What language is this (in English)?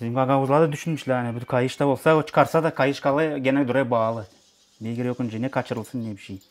Gagauz